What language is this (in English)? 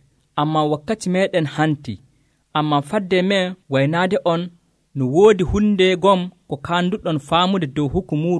Nigerian Fulfulde